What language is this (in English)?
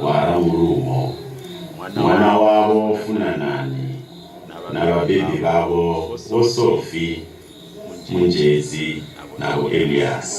Venda